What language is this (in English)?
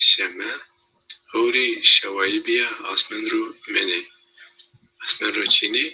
Zaza